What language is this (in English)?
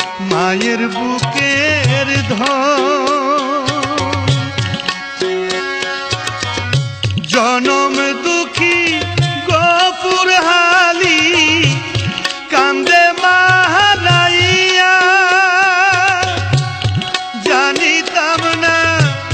Bangla